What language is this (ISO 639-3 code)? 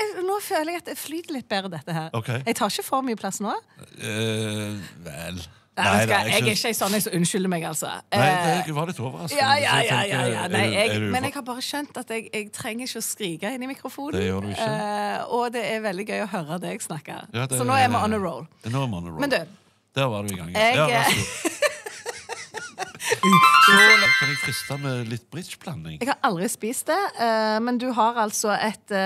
nor